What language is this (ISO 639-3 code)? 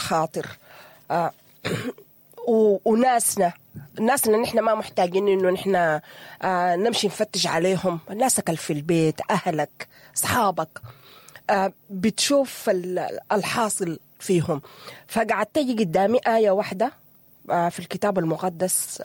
apd